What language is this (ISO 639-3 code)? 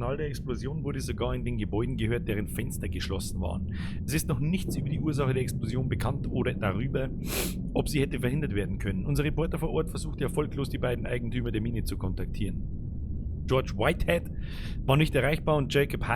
bar